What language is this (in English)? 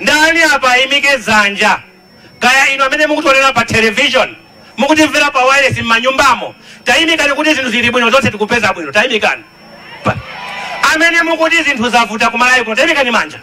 Nyanja